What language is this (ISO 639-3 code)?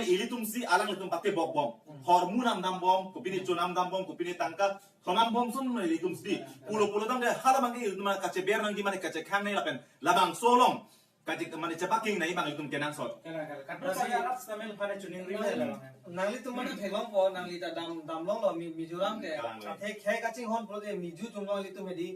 mjw